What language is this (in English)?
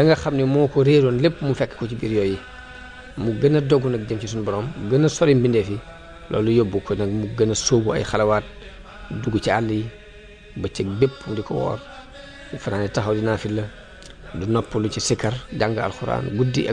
Wolof